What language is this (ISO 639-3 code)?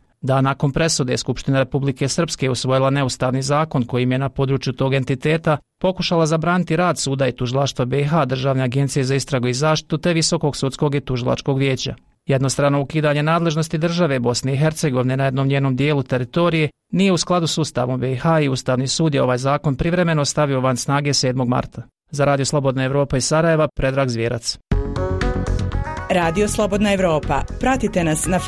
bos